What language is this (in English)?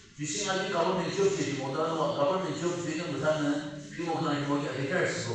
Yimchungru Naga